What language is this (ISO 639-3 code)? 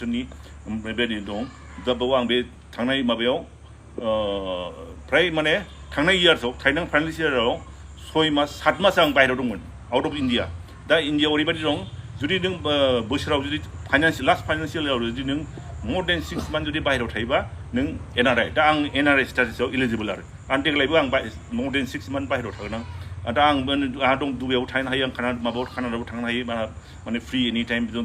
brx